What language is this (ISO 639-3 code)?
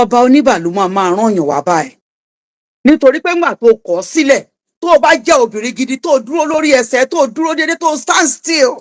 yor